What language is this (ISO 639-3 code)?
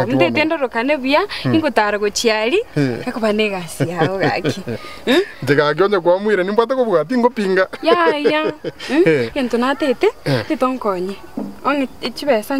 guz